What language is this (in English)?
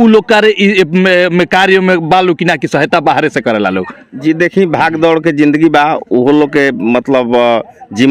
Bhojpuri